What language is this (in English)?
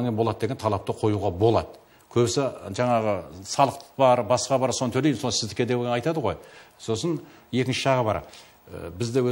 Kazakh